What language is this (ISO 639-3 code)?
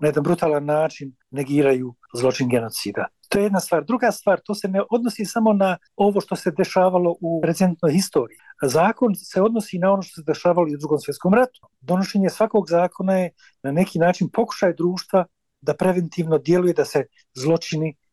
bos